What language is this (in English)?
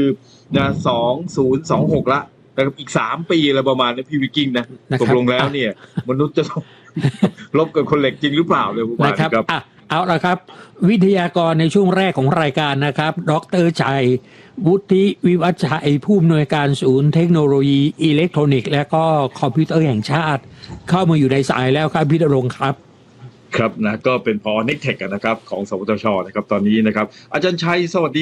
Thai